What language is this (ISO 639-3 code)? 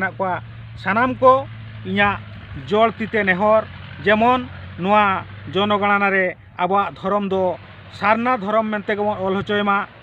sat